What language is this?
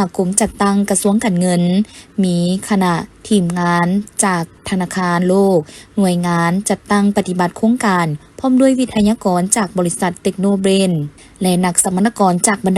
Lao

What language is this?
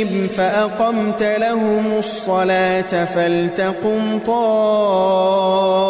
Arabic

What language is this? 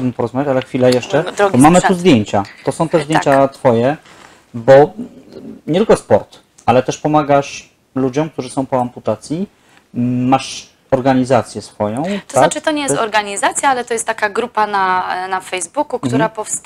Polish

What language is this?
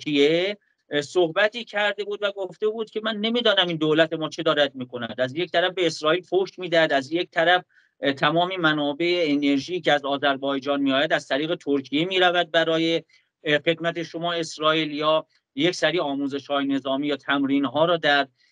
Persian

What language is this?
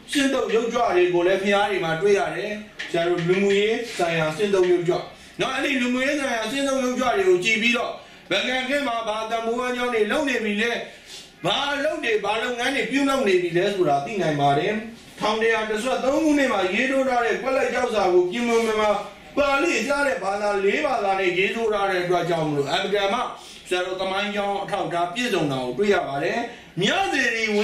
Burmese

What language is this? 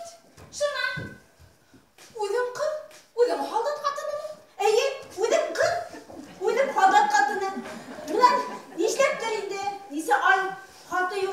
Bashkir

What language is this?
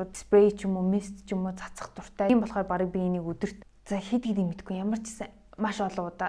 Mongolian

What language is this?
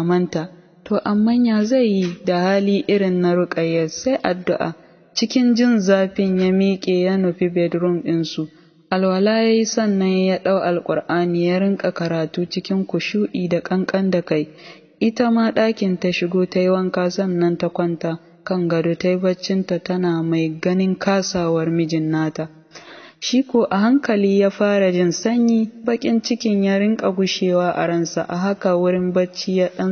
Hausa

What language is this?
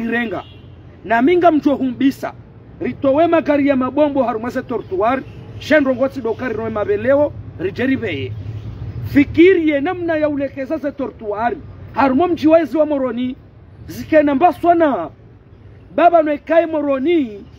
Ngazidja Comorian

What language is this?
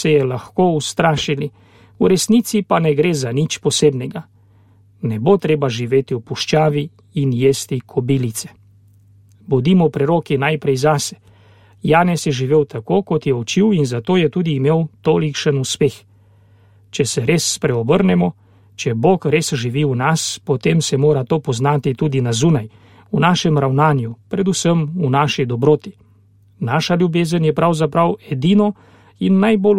Slovenian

